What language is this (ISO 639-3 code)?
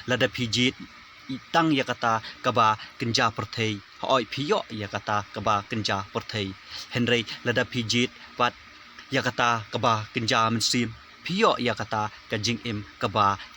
kha